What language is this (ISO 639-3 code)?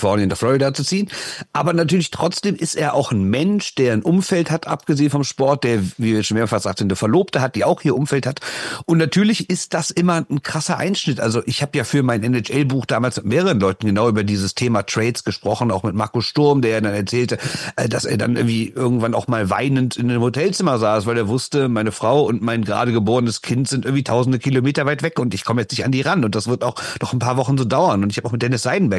deu